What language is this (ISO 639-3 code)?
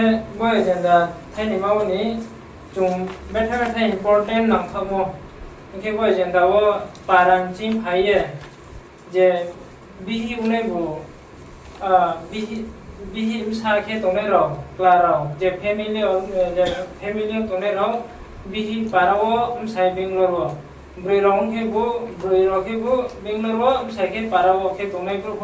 ria